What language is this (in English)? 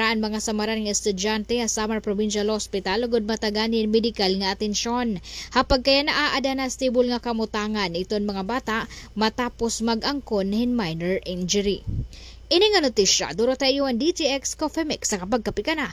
Waray